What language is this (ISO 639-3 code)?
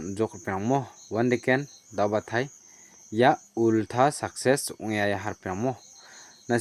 grt